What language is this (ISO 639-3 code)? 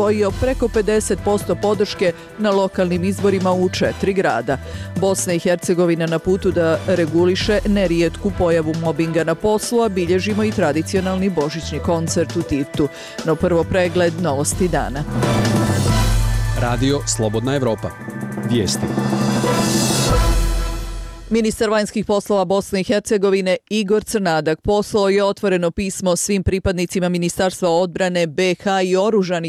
bos